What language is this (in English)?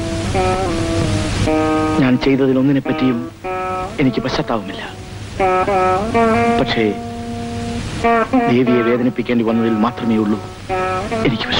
Malayalam